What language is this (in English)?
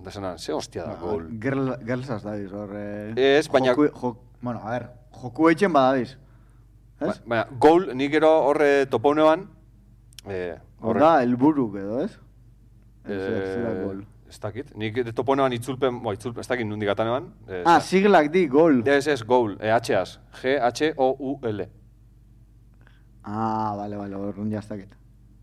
Basque